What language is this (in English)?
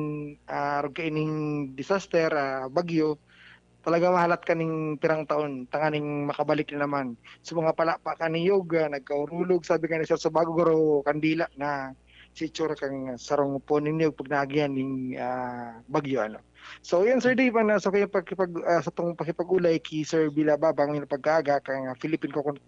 Bikol